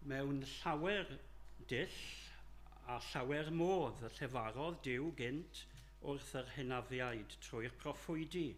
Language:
Welsh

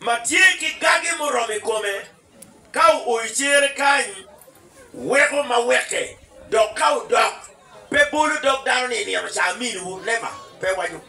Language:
Acoli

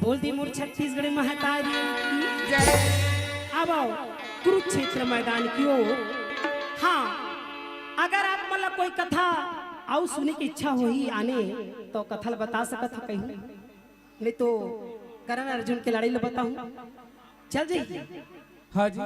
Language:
Chhattisgarhi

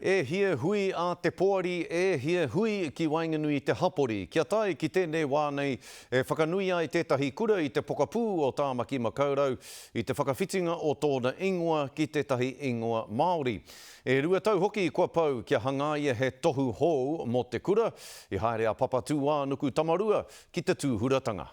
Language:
Māori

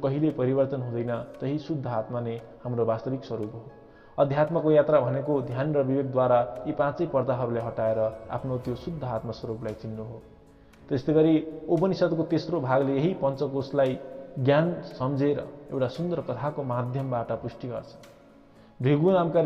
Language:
Nepali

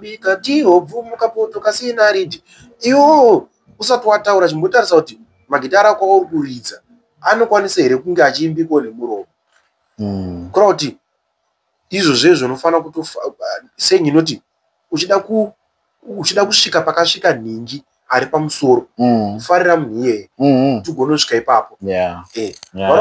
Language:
Shona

